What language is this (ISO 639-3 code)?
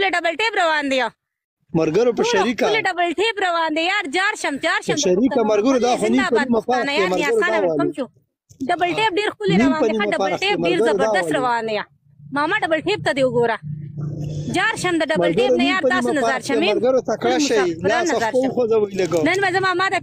pus